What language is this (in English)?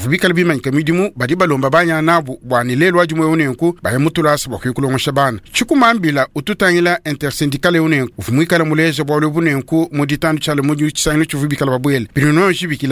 Luba-Lulua